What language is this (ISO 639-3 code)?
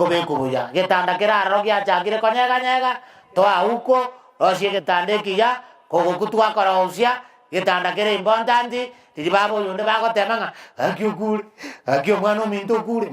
guz